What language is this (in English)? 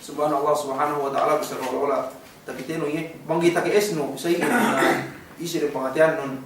Yakan